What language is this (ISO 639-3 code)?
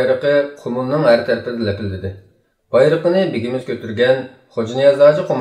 uig